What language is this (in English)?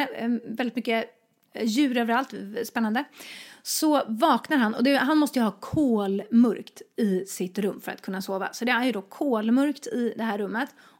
Swedish